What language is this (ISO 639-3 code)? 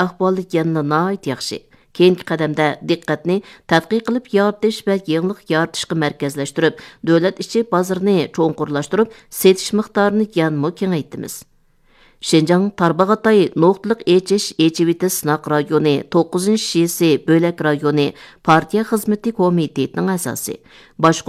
uig